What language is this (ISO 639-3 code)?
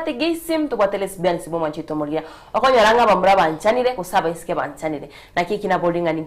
guz